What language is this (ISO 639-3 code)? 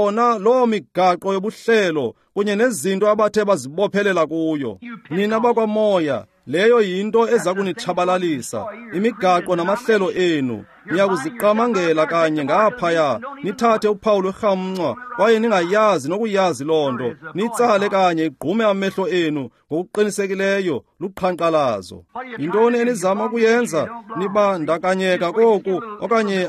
xho